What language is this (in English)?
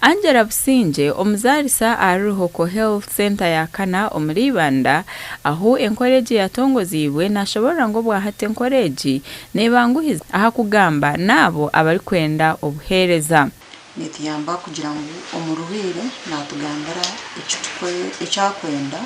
Nyankole